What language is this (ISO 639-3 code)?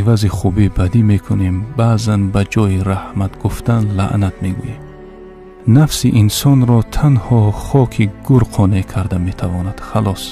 tgk